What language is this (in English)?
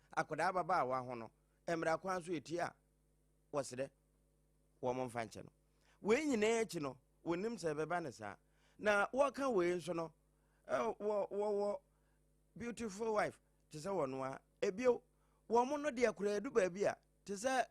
Akan